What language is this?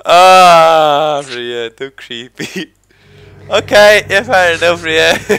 Faroese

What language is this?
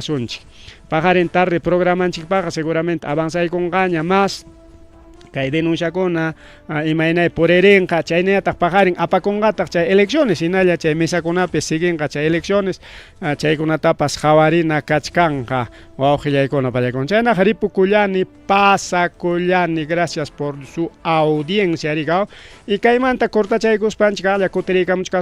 Ayacucho Quechua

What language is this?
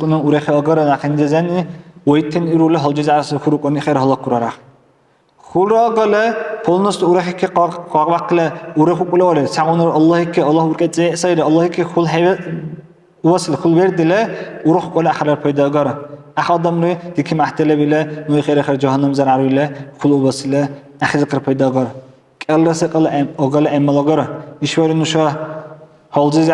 Dargwa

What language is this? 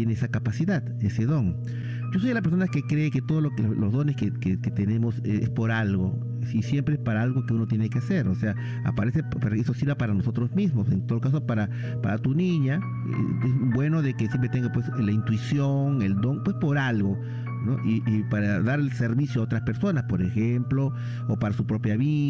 Spanish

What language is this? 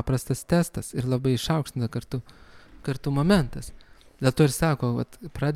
Lithuanian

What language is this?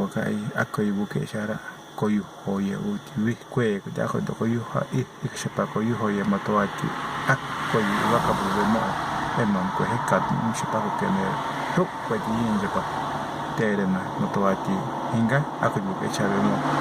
Tereno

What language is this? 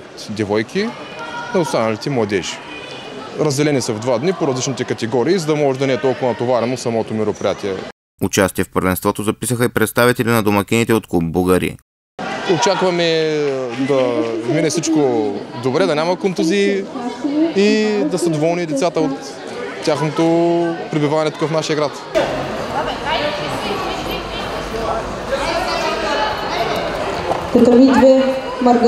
Bulgarian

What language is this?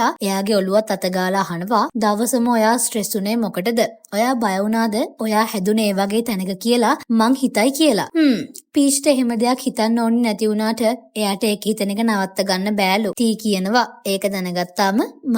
Sinhala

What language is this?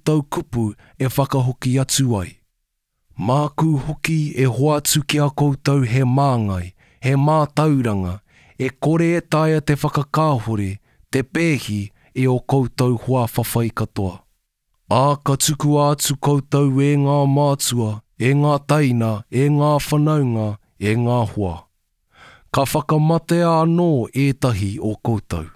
Māori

